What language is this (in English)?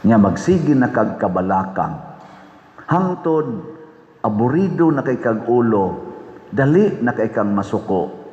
Cebuano